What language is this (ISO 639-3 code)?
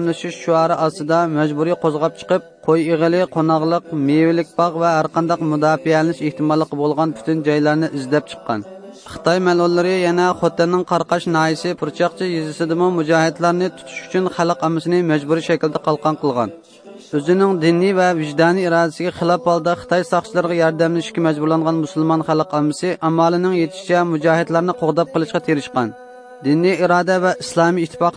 uig